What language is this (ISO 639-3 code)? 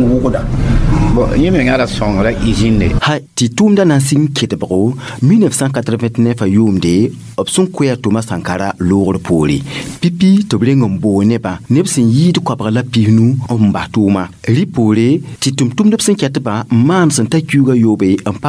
mos